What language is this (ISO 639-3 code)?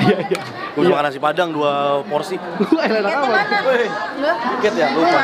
bew